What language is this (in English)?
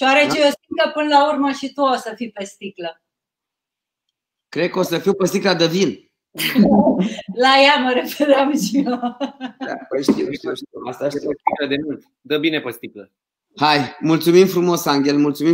Romanian